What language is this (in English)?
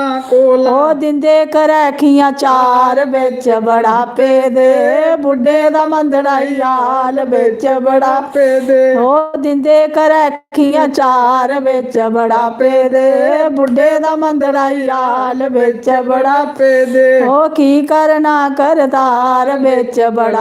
Dogri